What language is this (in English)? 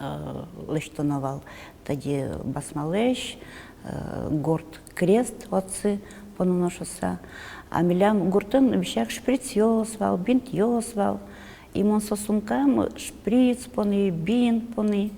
Udmurt